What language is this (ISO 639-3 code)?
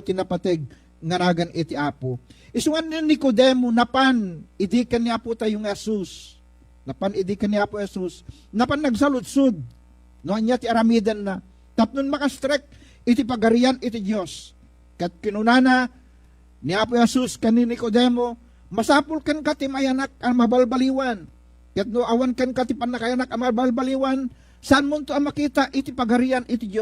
ilo